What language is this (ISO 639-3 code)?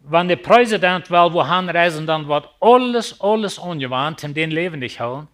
pdt